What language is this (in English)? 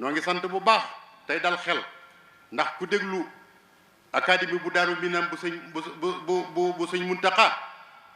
Wolof